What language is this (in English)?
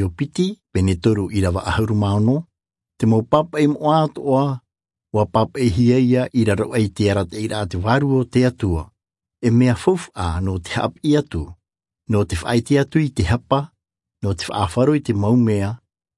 Tahitian